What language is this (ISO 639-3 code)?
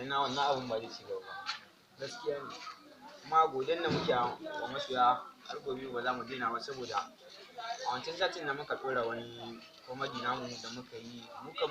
hau